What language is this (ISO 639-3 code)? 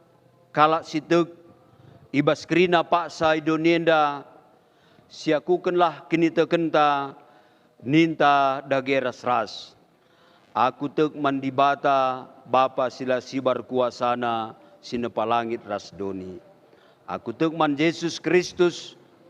btx